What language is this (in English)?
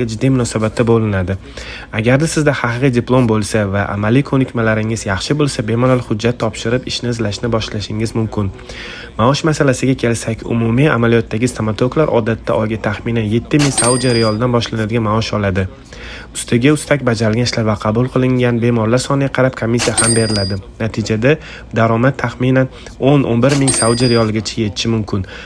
Uzbek